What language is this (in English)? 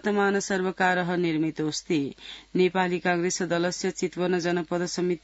Sanskrit